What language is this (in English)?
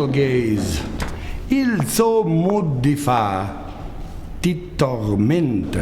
Friulian